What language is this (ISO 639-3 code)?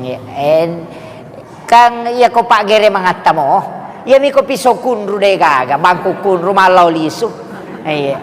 bug